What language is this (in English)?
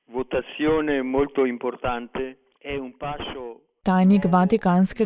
Slovenian